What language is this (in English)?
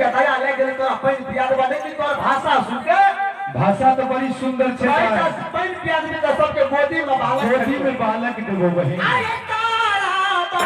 Maithili